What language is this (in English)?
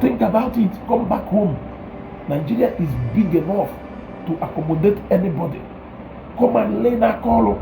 Igbo